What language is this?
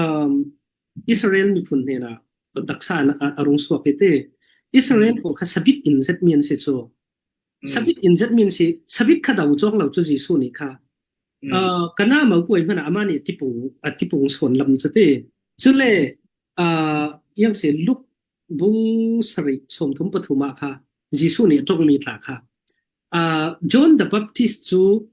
Falam Chin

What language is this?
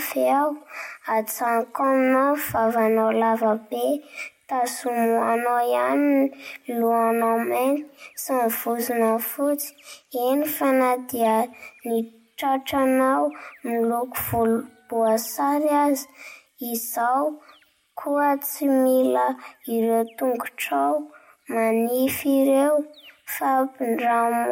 Malagasy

